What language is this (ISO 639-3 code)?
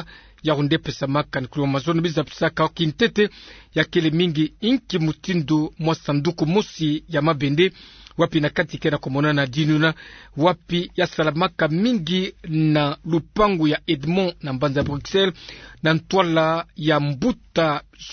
ktu